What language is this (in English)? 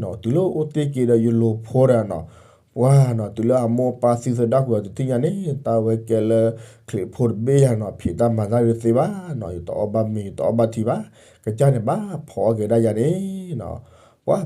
S'gaw Karen